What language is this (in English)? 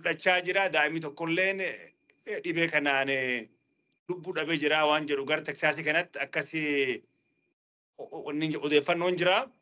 Oromo